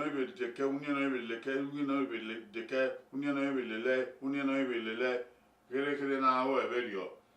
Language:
Bini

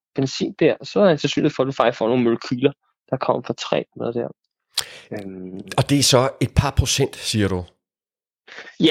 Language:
Danish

